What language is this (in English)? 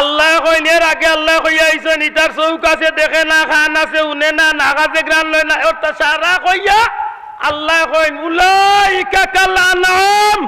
Sylheti